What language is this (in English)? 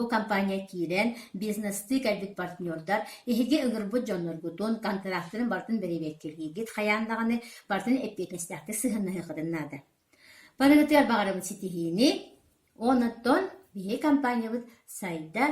Yakut